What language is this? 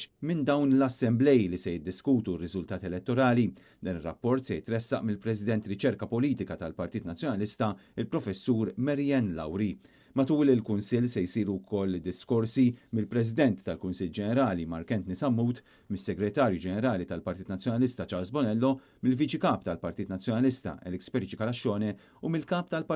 Maltese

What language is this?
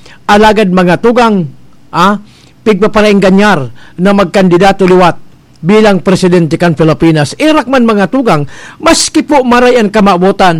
Bikol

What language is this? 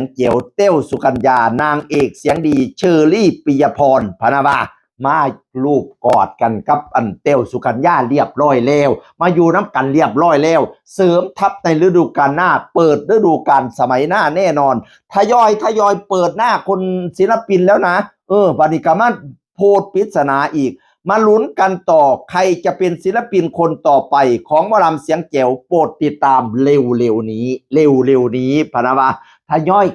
Northeastern Thai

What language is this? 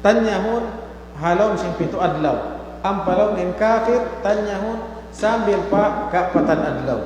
Tausug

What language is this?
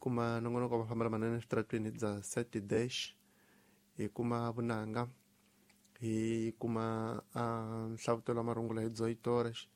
Tsonga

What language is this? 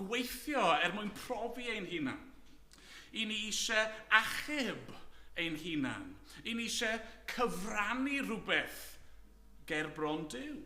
Welsh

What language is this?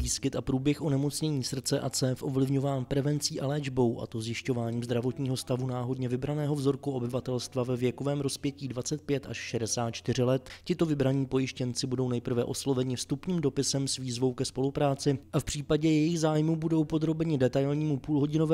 Czech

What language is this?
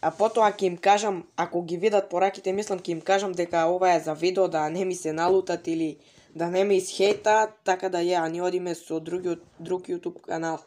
Macedonian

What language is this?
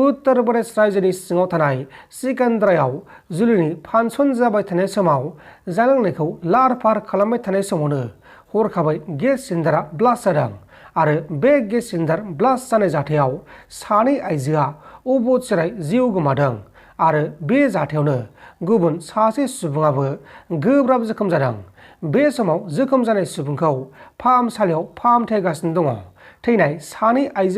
Bodo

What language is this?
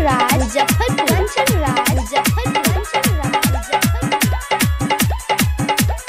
Bhojpuri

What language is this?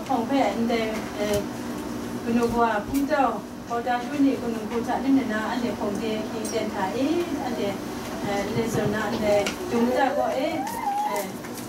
Kachin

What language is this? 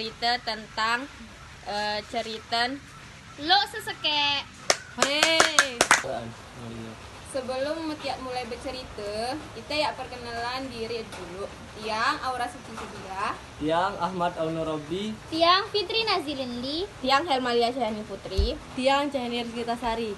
Sasak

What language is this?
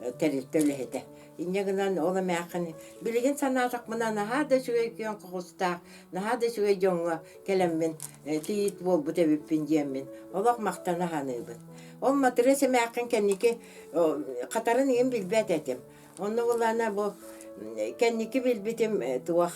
Yakut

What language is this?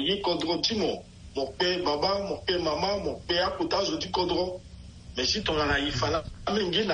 Sango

